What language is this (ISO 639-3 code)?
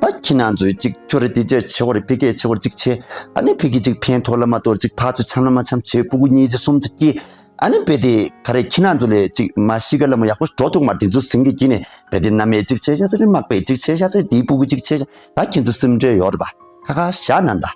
bod